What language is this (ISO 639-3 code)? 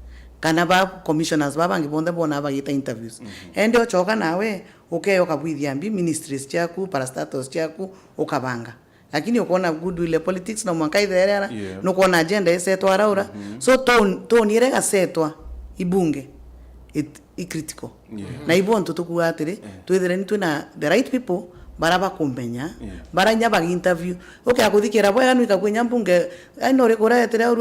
mer